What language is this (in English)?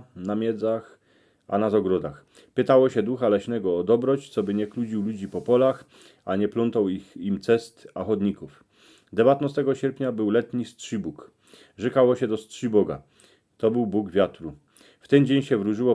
Silesian